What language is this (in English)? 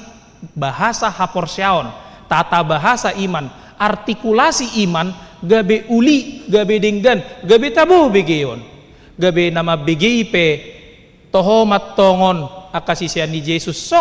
Batak Toba